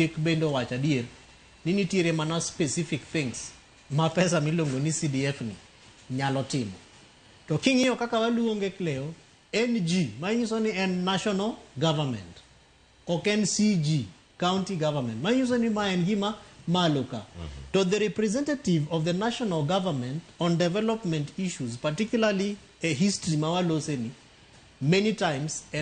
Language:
Luo (Kenya and Tanzania)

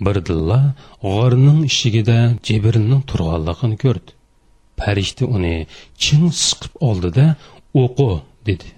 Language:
Uyghur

